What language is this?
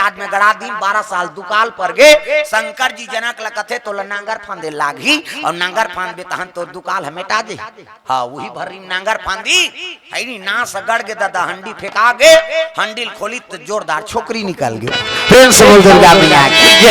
Chhattisgarhi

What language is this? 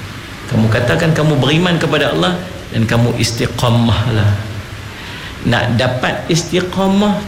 Malay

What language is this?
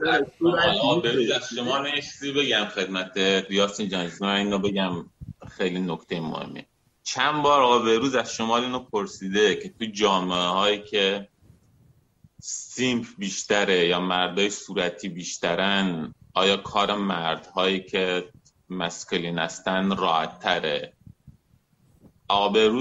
Persian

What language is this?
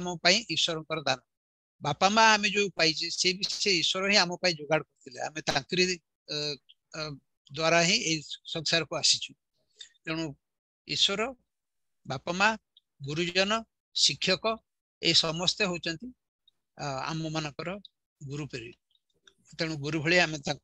Odia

